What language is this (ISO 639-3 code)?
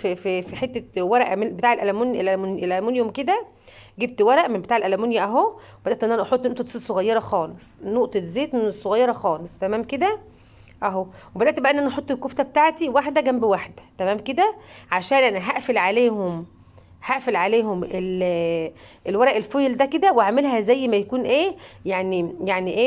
arz